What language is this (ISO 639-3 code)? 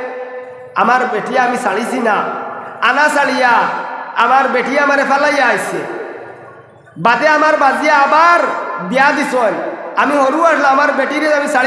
syl